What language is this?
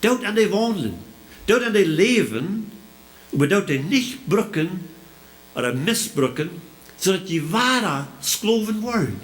Plautdietsch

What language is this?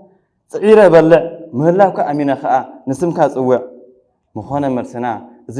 Tigrinya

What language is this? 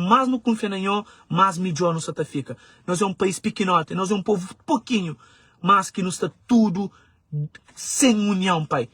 Kabuverdianu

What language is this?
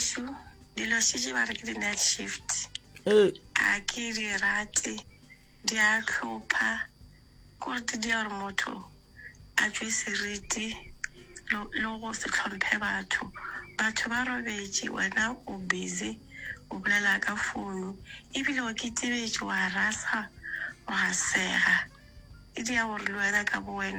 Northern Sotho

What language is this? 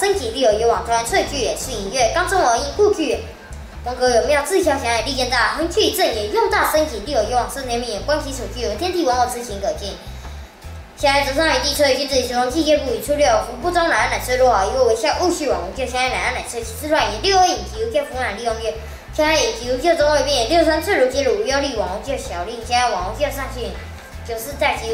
Literary Chinese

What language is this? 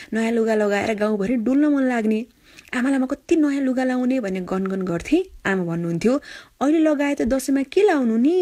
Nepali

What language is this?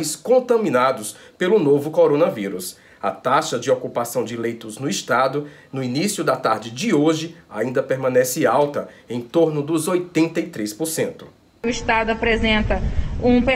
Portuguese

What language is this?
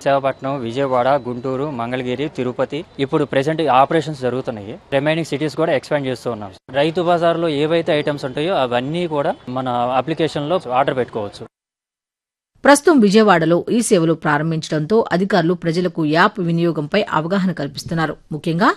Telugu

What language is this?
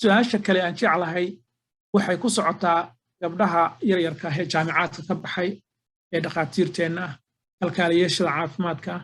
Somali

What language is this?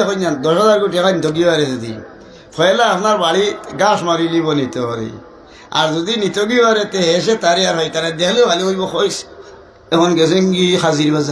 Sylheti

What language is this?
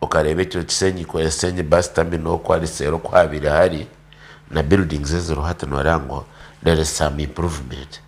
Nyankole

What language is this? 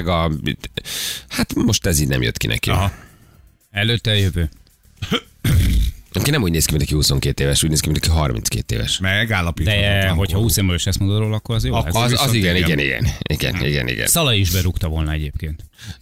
Hungarian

